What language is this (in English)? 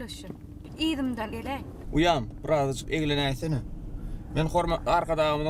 Turkmen